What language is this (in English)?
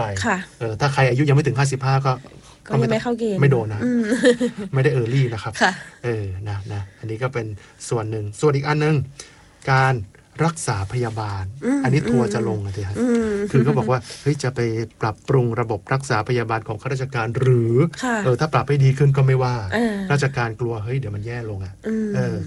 Thai